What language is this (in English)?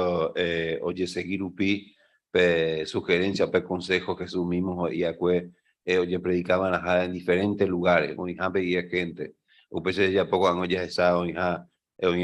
Guarani